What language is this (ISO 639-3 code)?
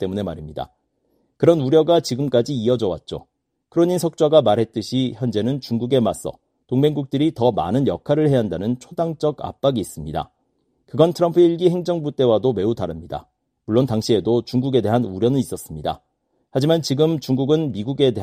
kor